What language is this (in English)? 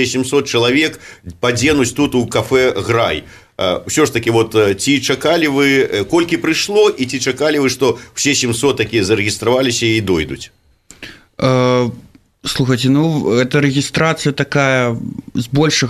Belarusian